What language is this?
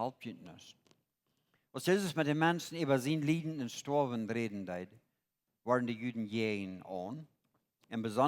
Plautdietsch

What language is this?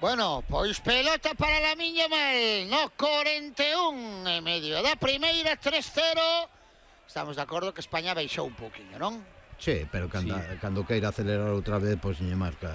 Galician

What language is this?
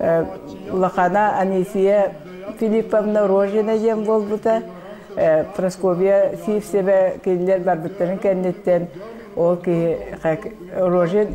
Yakut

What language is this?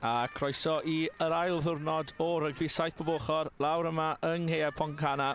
Welsh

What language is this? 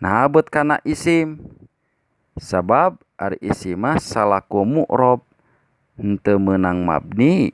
Sundanese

